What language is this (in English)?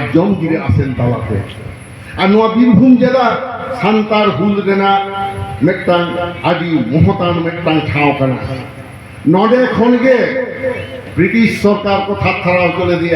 Santali